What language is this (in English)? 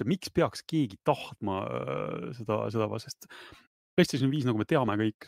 Estonian